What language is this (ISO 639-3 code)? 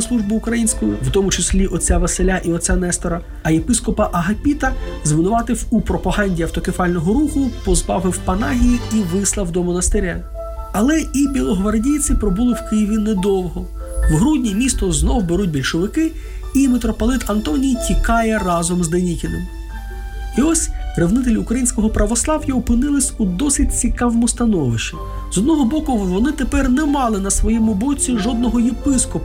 ukr